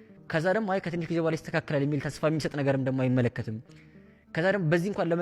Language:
Amharic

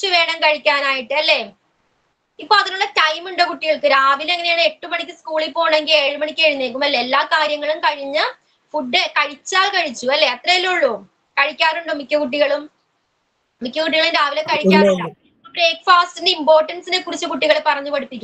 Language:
Malayalam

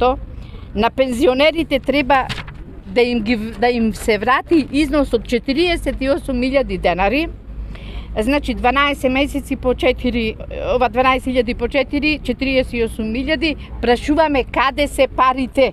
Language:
Macedonian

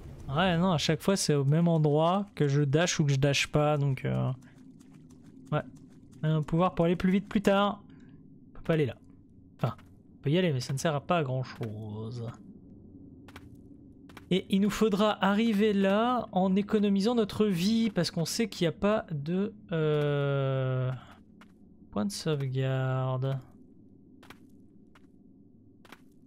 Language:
French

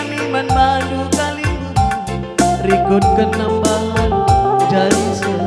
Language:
Batak Karo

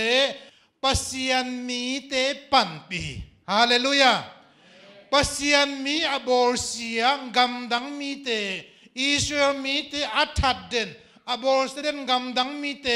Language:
Tedim Chin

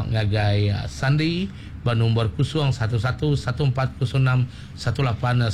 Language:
Iban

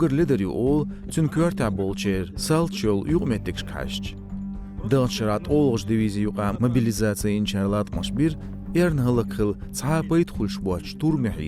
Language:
Chechen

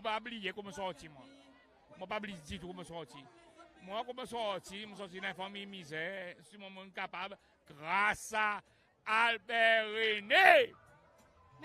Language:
Seselwa Creole French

